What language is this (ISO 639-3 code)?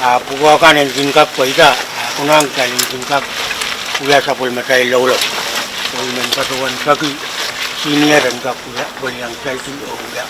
pon